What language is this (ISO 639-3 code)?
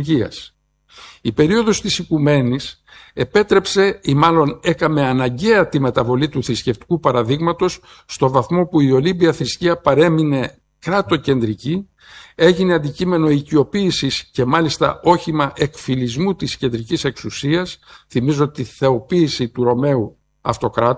ell